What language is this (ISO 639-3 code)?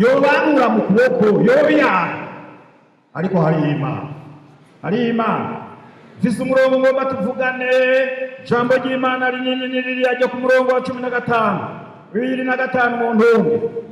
run